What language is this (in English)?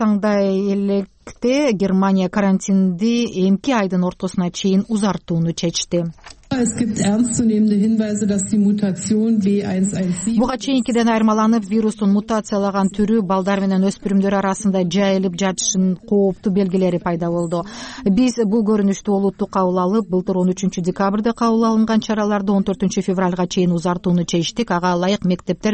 Kyrgyz